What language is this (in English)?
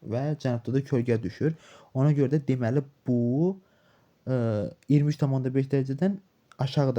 Azerbaijani